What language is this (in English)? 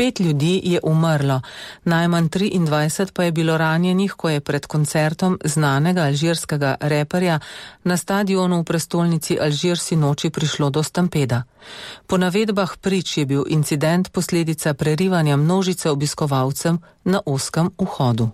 Slovenian